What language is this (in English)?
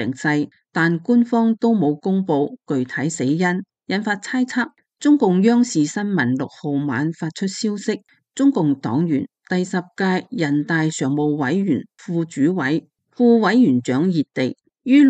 Cantonese